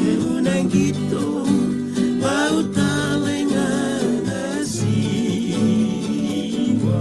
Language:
Fijian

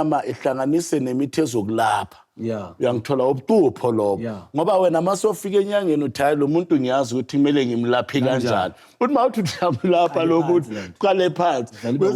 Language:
Zulu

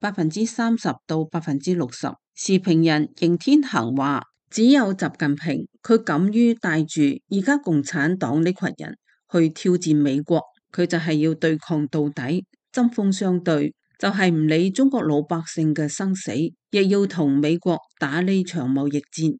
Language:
Cantonese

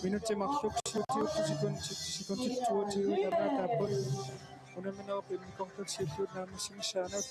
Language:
Kalaallisut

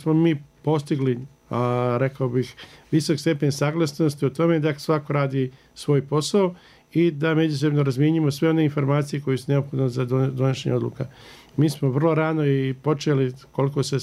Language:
Bosnian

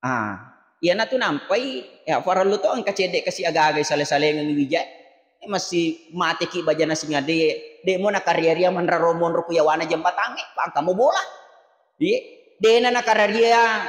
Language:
Buginese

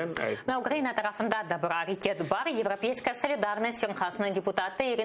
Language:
Crimean Tatar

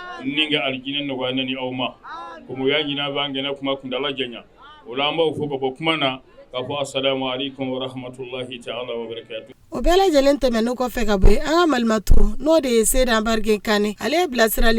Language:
Bambara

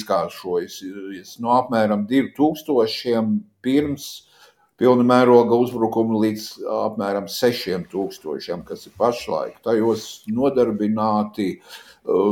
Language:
Latvian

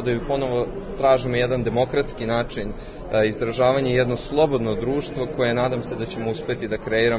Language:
Serbian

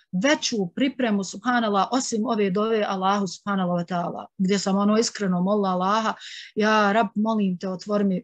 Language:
Bosnian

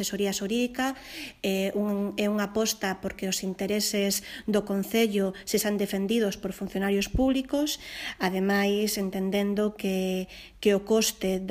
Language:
Galician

